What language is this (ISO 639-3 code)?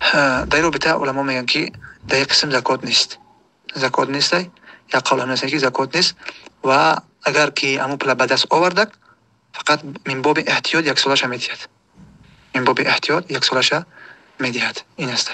tgk